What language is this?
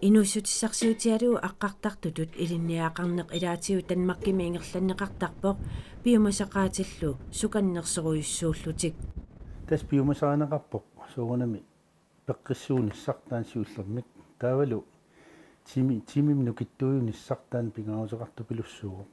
Kalaallisut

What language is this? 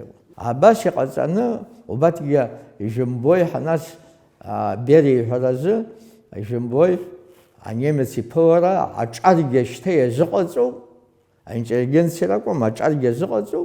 Abkhazian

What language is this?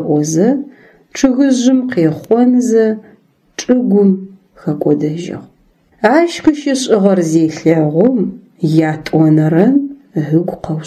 Adyghe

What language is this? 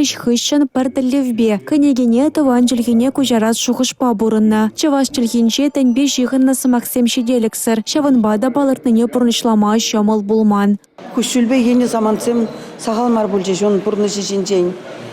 Chuvash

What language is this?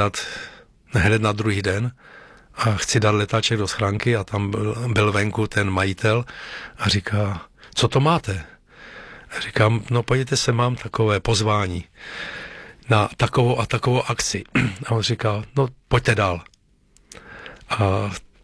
Czech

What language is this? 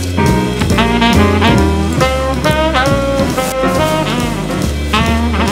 Hebrew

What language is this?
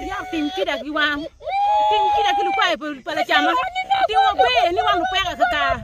Acoli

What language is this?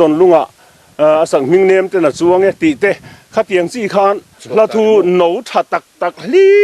Mizo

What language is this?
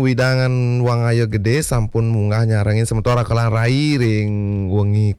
Balinese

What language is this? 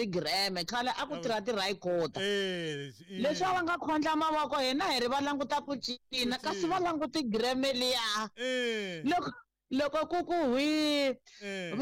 Tsonga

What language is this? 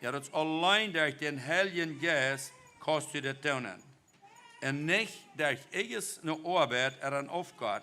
Plautdietsch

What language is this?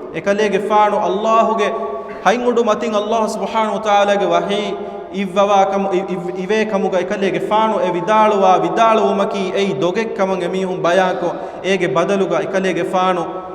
Divehi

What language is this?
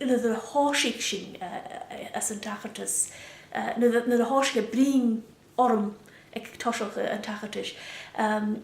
Scottish Gaelic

